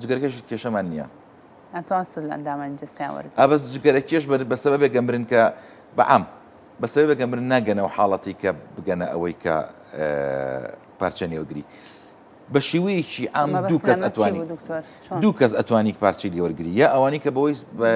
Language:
Central Kurdish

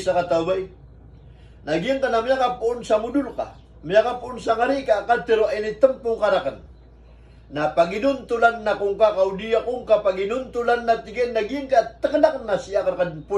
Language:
Maranao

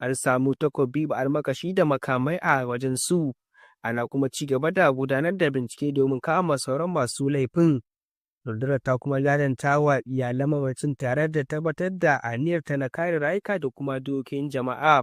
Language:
Hausa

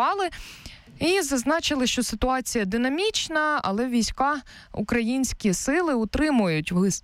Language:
Ukrainian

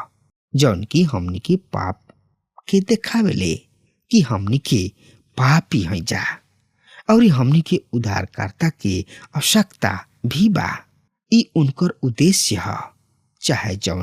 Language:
Bhojpuri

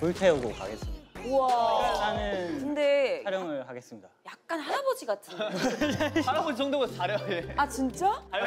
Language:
Korean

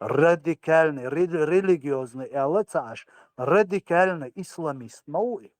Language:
Chechen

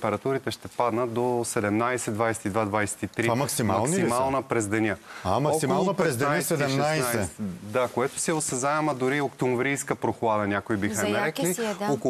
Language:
Bulgarian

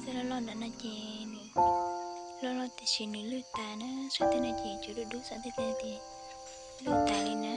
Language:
Hmong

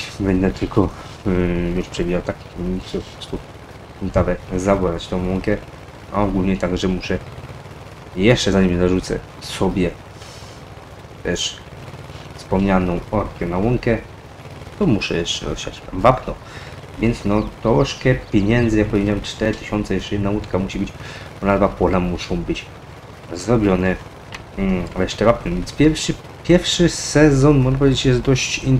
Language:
Polish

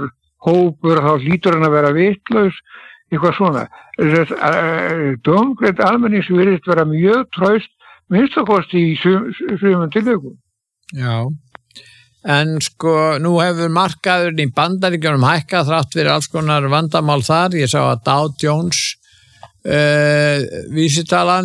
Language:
Icelandic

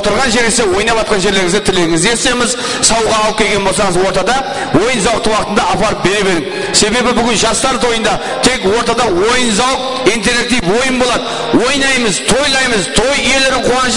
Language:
Kara-Kalpak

